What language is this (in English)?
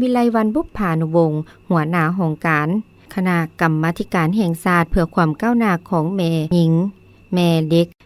Lao